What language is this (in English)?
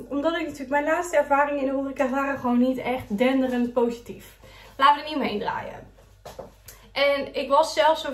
Dutch